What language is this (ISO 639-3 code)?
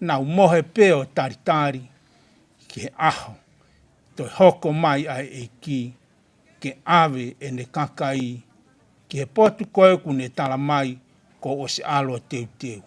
ton